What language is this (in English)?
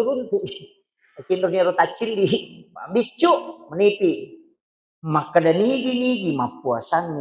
Buginese